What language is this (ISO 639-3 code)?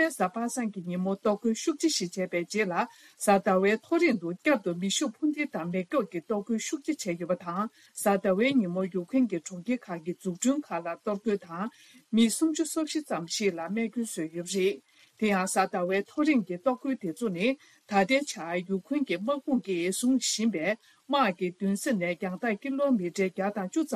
bod